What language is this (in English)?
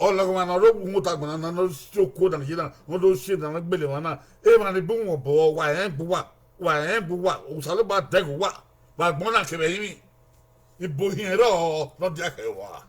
Bini